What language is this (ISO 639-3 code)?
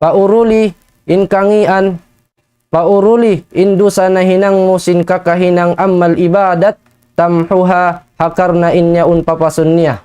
tsg